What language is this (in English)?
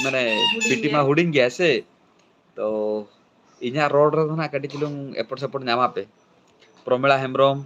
Santali